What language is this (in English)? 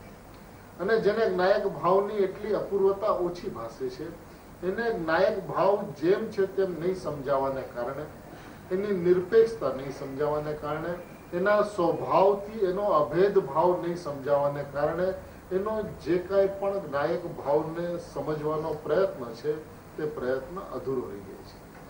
Gujarati